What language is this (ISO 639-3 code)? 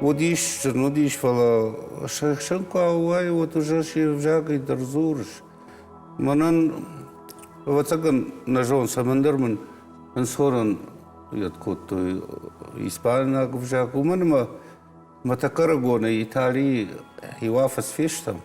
oss